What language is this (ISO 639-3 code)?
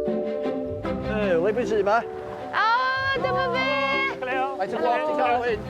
cym